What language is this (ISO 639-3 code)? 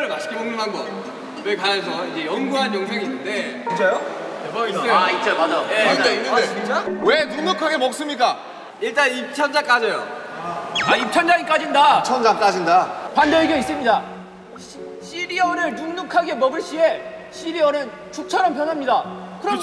kor